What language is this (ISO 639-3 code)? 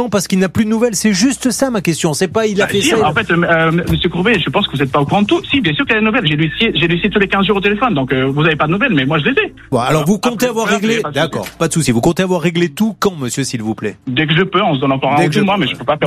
fra